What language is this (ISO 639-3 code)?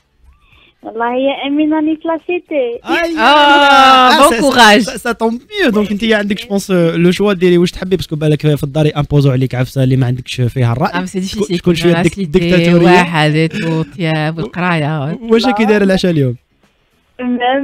arq